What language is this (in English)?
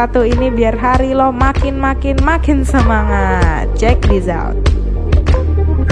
Indonesian